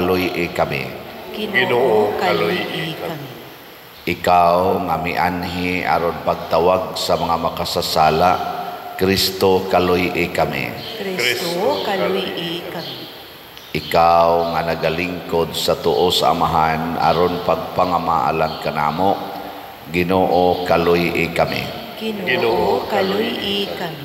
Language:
Cebuano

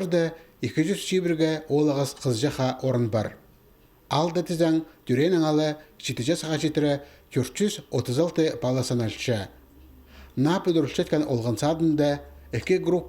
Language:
Khakas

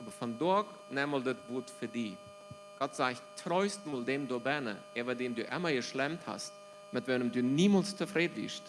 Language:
Plautdietsch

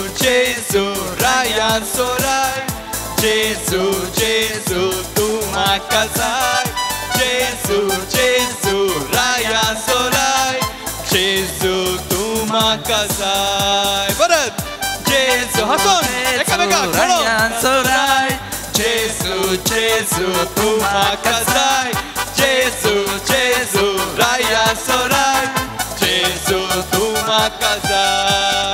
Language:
Konkani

